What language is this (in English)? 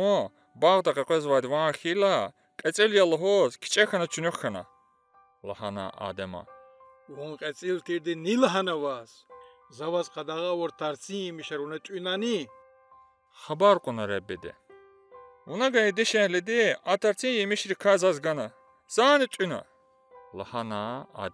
Lezghian